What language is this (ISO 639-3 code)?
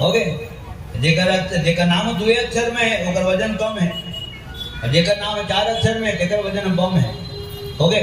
hne